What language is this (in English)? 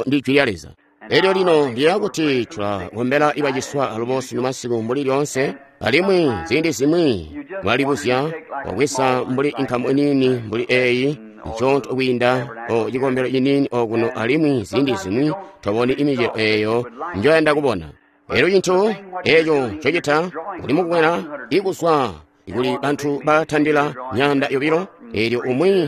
Tonga (Zambia)